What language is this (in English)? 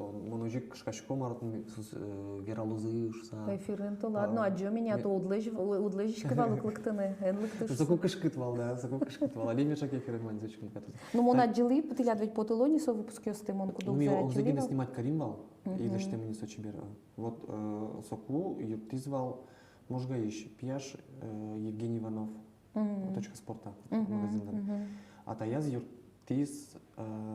Udmurt